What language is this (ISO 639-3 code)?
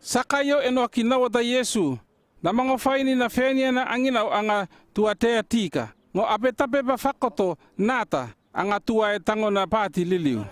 llp